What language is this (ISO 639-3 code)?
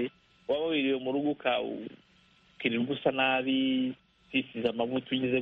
kin